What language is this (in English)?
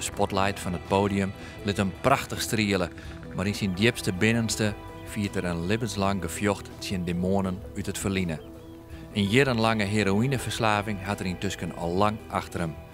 Western Frisian